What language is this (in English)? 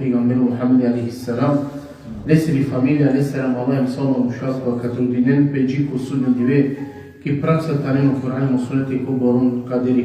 Balkan Romani